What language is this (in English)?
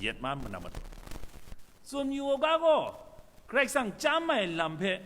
Kachin